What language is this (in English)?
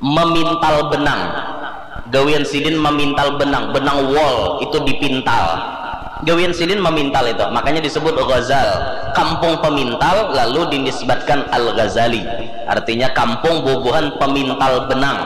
Banjar